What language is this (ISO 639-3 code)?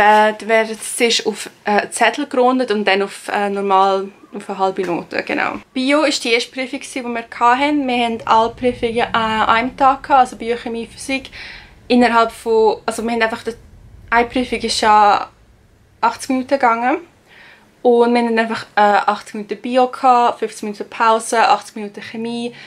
gsw